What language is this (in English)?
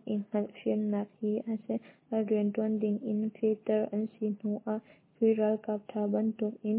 Hakha Chin